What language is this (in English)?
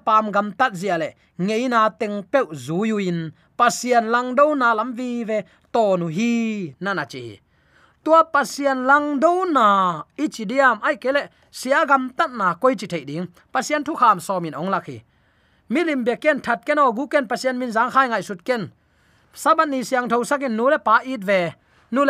Tedim Chin